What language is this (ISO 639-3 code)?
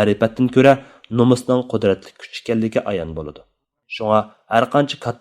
uig